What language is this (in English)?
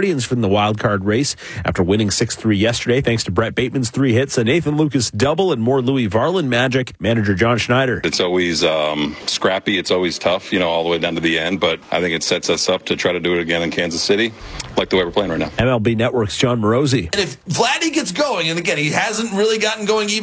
English